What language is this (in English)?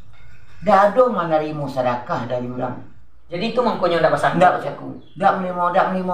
Minangkabau